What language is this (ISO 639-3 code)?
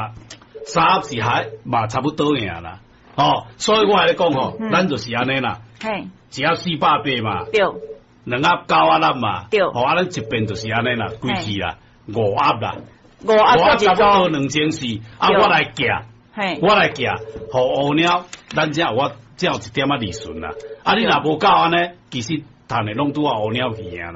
nan